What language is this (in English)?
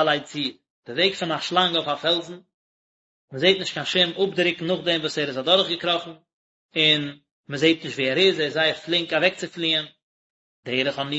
Yiddish